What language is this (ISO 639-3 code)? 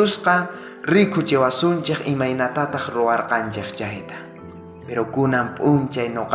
quh